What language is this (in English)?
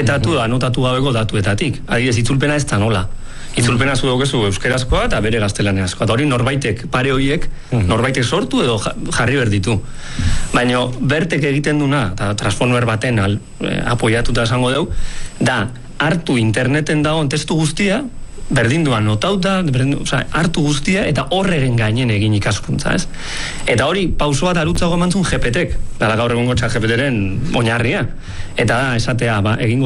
Basque